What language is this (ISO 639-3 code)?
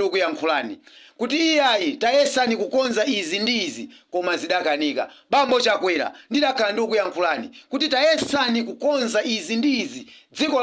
nya